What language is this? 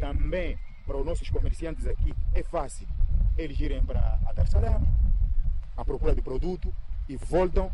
Portuguese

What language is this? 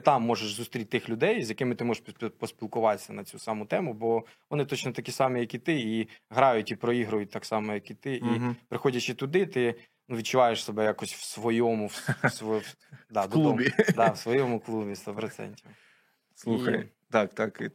Ukrainian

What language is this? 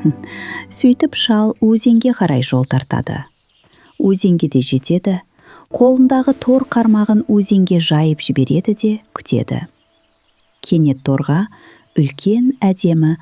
Kazakh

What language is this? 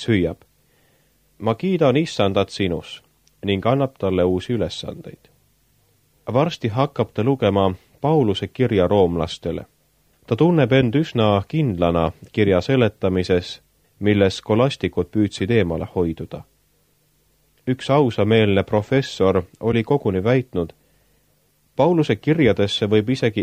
Estonian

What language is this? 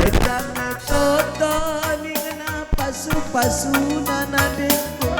Batak Karo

